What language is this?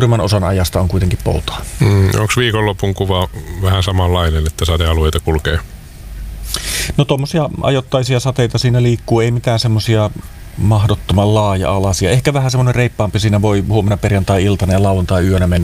Finnish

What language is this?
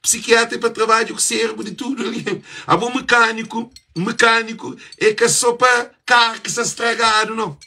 Kabuverdianu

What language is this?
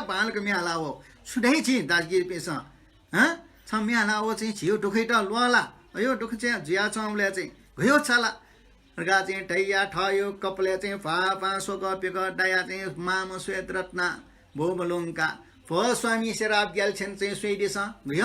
Newari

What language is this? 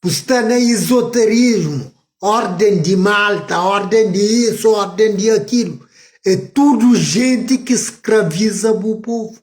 Kabuverdianu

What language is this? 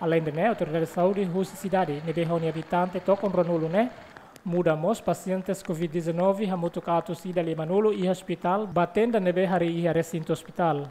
Tetum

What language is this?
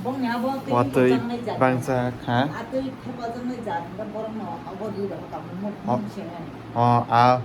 Kok Borok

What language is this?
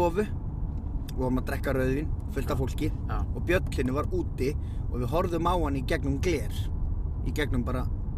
Icelandic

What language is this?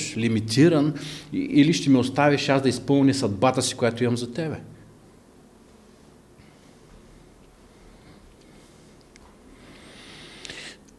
Bulgarian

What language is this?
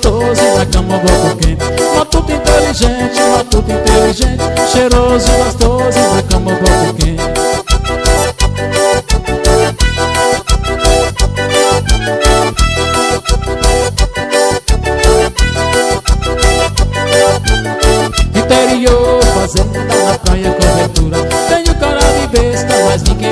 Portuguese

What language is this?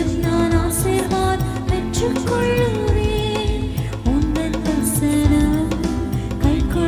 Tamil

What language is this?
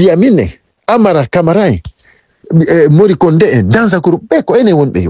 Fula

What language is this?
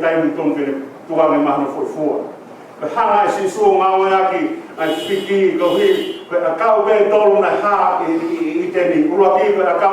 Tongan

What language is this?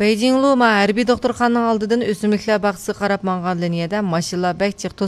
Uyghur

